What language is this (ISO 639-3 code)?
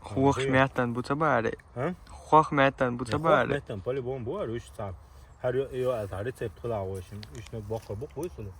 che